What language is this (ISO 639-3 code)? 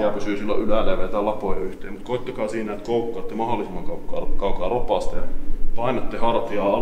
fin